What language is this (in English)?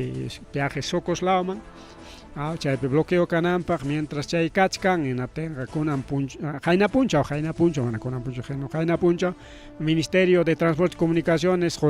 Ayacucho Quechua